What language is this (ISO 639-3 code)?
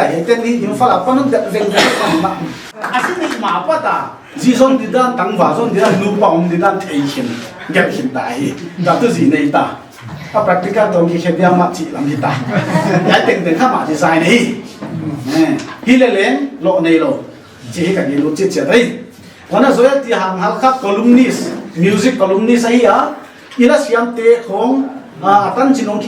pck